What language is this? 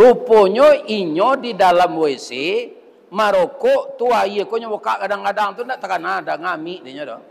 Minangkabau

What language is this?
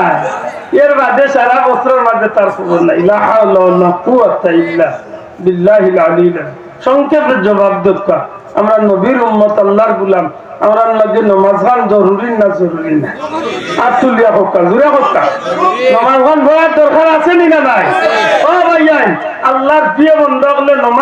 Sylheti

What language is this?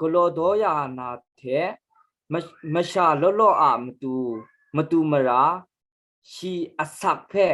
Kachin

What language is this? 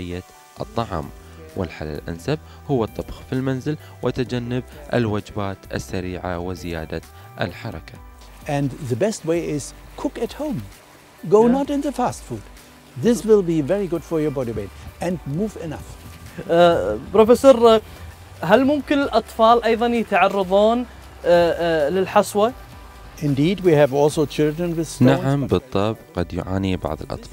Arabic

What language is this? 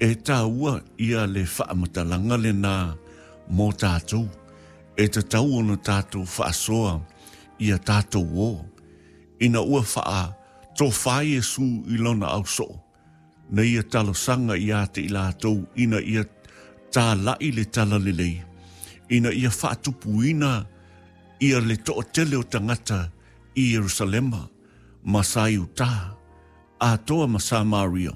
Samoan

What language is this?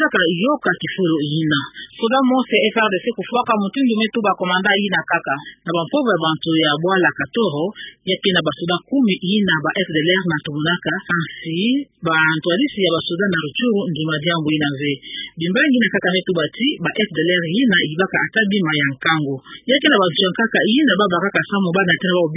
Kituba (Democratic Republic of Congo)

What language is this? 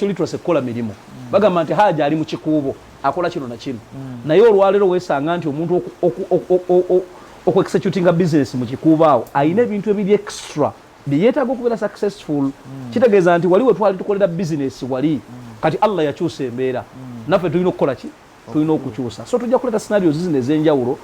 Ganda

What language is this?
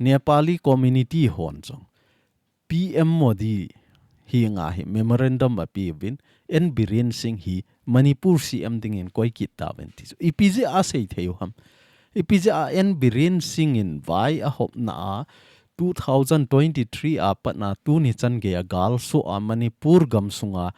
Thado Chin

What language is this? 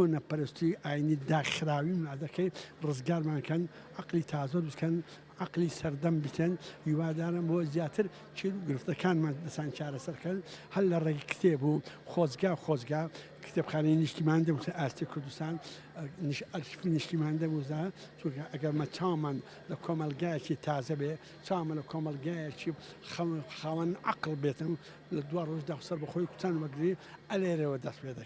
Central Kurdish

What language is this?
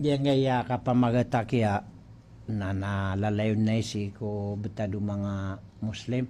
Maranao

